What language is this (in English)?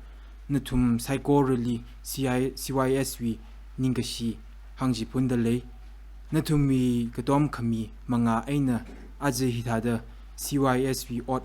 Tangkhul Naga (India)